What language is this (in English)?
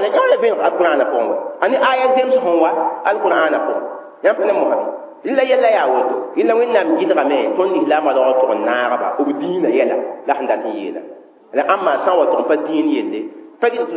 Mossi